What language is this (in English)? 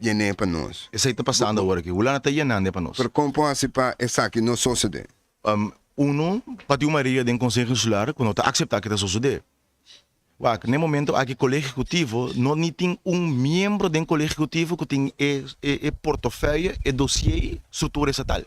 Papiamento